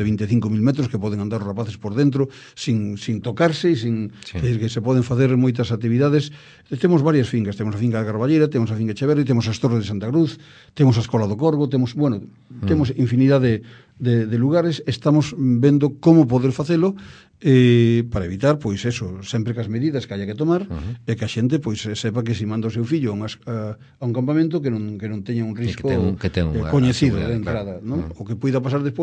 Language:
Galician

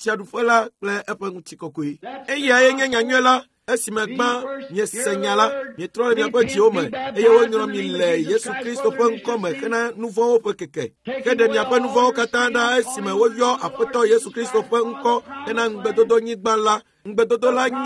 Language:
Ewe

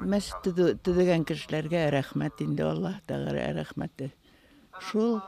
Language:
Bashkir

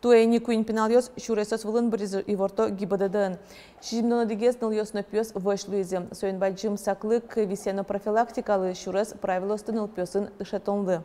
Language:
Udmurt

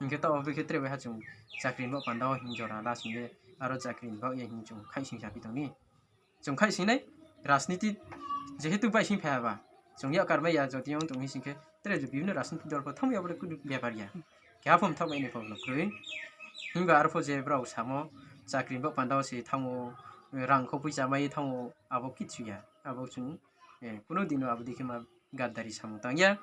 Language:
Riang (India)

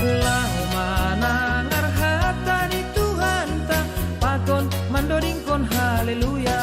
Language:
Batak Simalungun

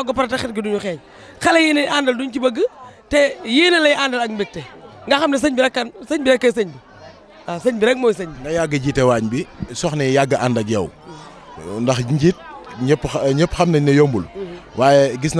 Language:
Wolof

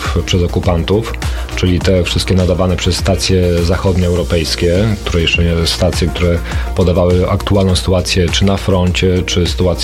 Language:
Polish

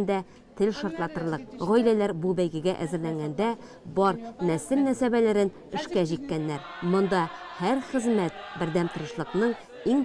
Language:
Tatar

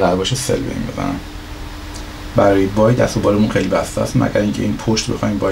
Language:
Persian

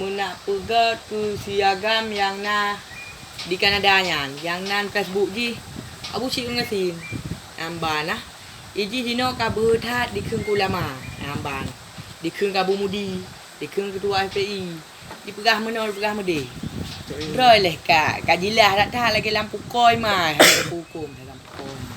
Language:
Achinese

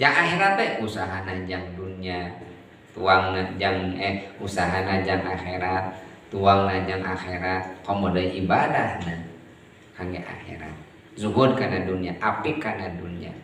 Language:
Sundanese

